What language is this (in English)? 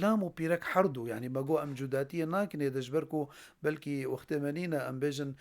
Kurdish